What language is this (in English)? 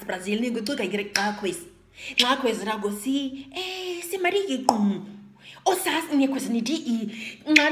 Nama